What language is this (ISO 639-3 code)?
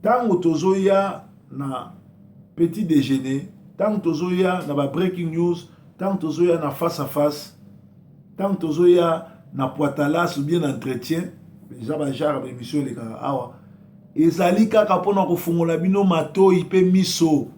lin